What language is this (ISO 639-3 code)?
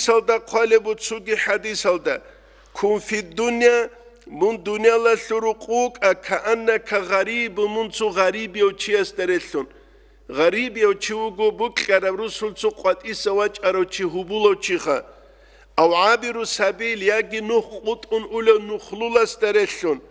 ava